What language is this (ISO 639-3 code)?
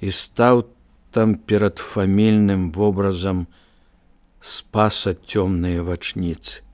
bel